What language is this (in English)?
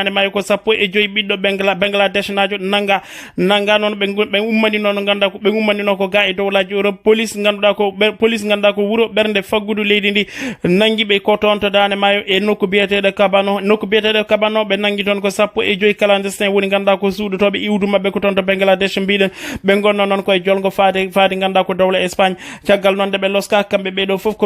Fula